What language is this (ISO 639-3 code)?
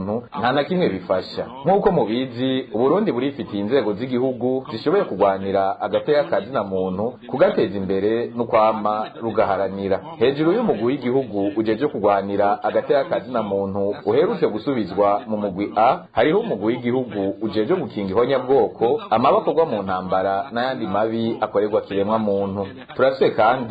run